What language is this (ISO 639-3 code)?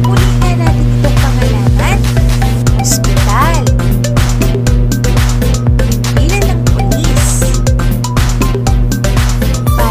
fil